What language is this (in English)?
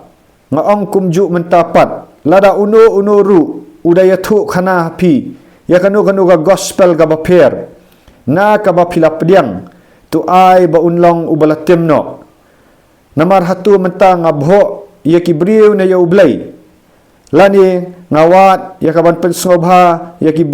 Khasi